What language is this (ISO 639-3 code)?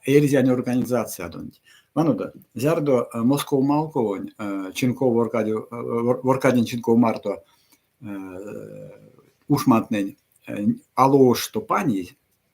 myv